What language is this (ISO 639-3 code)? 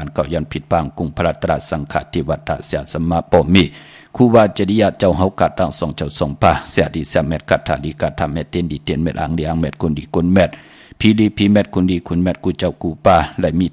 shn